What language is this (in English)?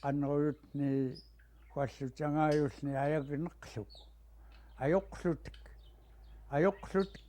Central Yupik